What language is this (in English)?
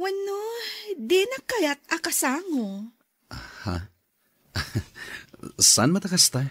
Iloko